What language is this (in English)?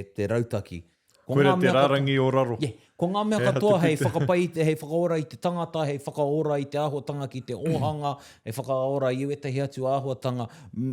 Māori